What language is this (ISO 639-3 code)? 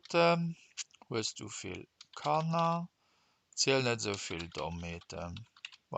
ltz